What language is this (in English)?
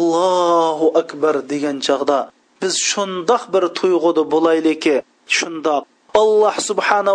Uyghur